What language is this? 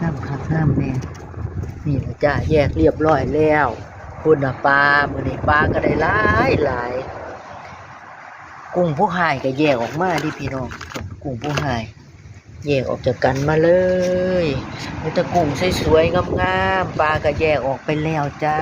Northeastern Thai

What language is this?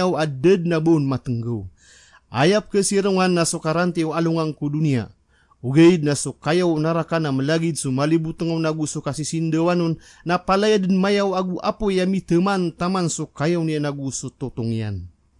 Maranao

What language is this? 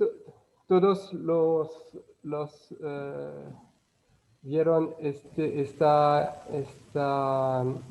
Ladino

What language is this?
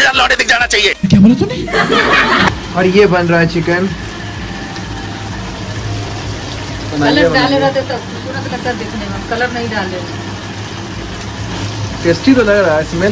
Hindi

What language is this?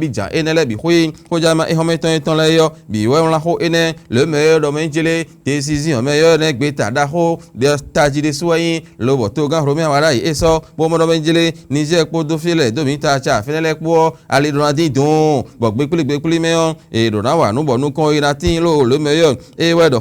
Fon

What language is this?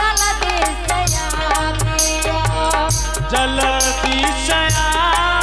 Angika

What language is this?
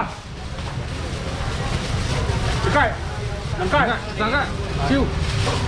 Chinese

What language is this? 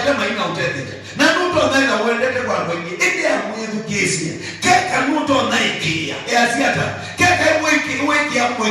Kamba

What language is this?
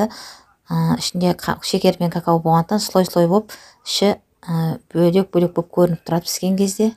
Kazakh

